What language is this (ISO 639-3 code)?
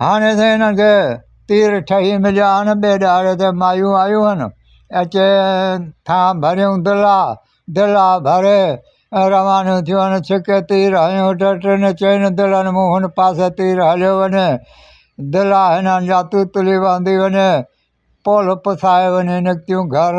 snd